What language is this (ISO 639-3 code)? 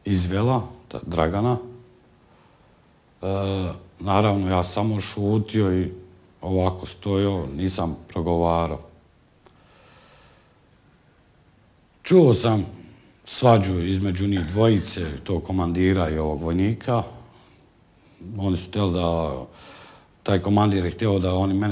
bos